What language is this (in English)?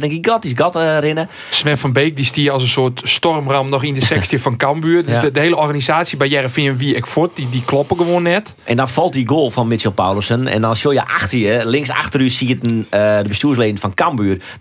Western Frisian